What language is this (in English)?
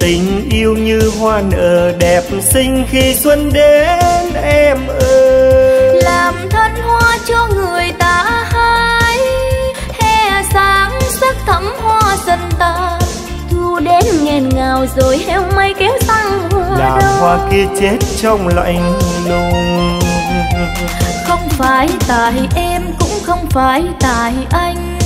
Vietnamese